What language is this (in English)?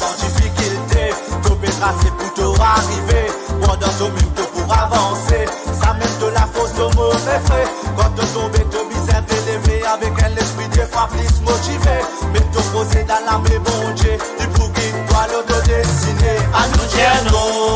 Morisyen